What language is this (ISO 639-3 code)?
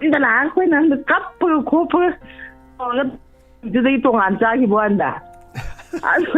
mni